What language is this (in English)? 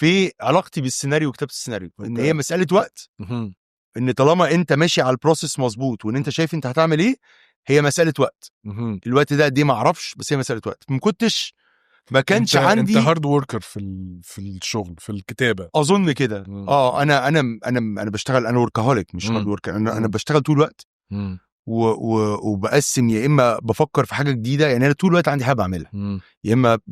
Egyptian Arabic